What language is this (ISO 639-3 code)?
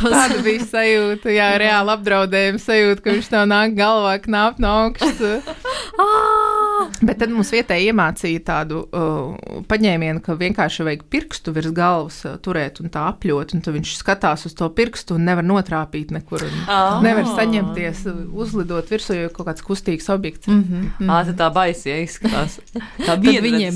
lav